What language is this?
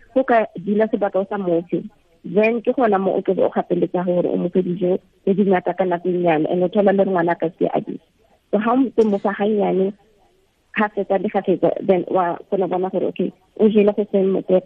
Tswana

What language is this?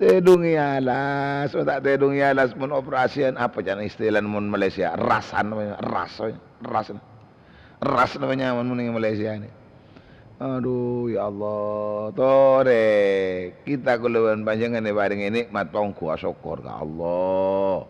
Madurese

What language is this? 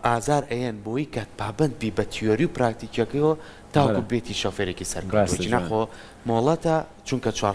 Central Kurdish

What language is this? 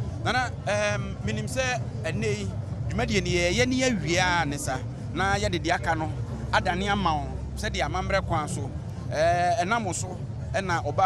Akan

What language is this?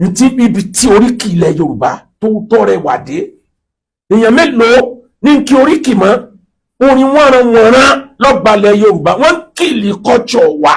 Yoruba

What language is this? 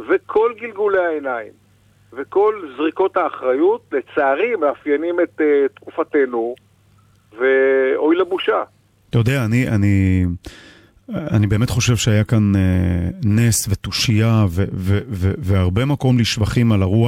Hebrew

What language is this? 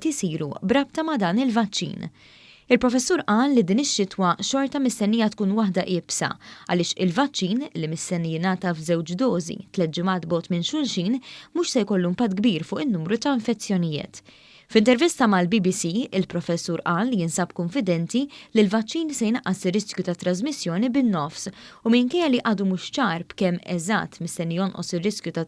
Maltese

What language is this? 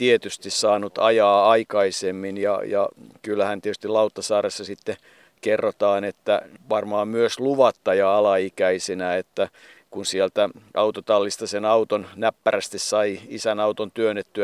Finnish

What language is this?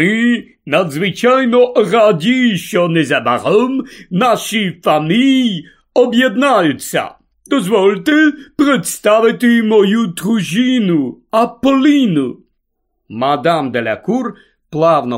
Ukrainian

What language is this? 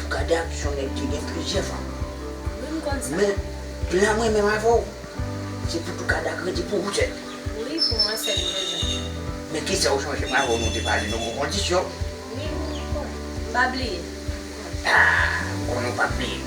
Haitian Creole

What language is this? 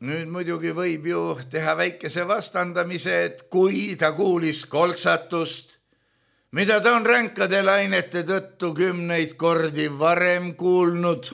Estonian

